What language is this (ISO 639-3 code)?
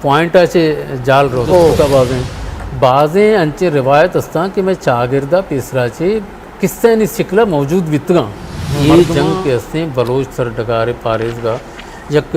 bgp